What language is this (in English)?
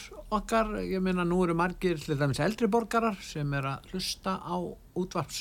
Icelandic